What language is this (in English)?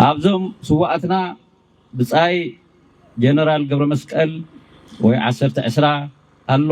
Tigrinya